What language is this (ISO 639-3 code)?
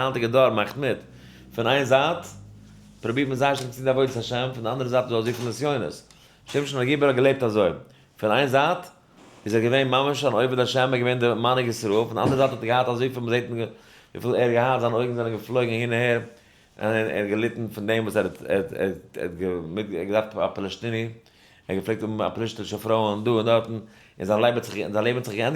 yid